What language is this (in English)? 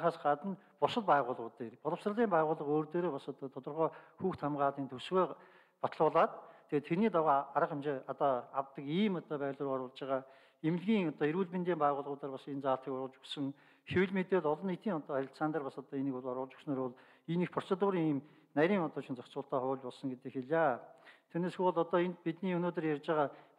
Mongolian